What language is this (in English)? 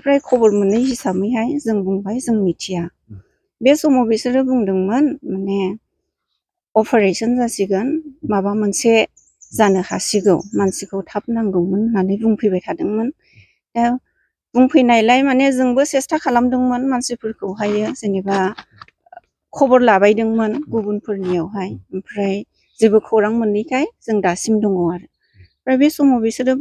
Bodo